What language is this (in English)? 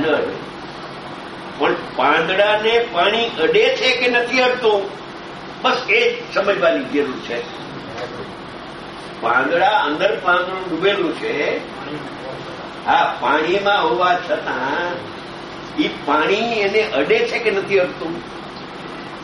Gujarati